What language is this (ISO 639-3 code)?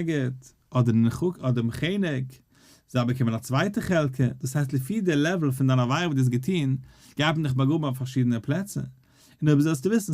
yid